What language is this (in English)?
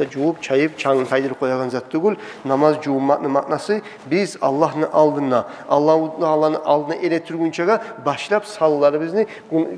Kumyk